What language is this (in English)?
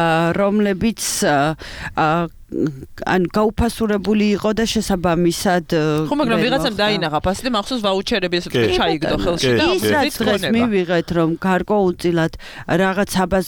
Georgian